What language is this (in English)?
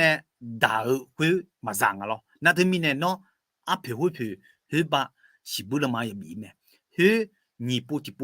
Akha